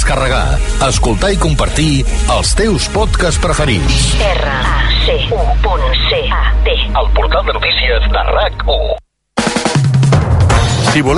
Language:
Catalan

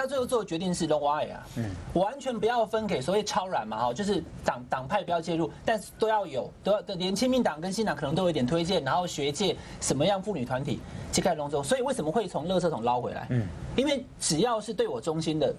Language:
Chinese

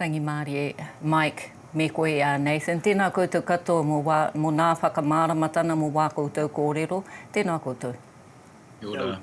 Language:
Māori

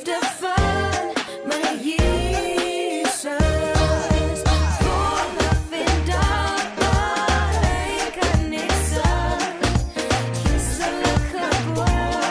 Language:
Afrikaans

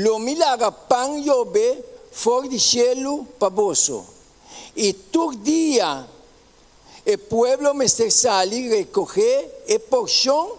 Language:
Papiamento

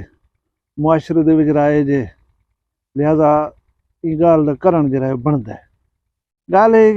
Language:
Saraiki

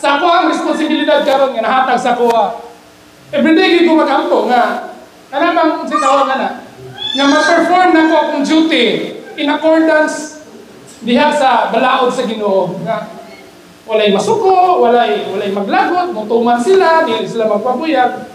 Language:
Cebuano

